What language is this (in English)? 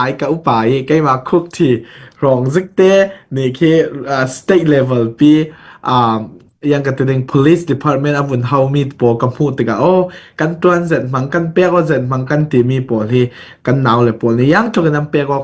Falam Chin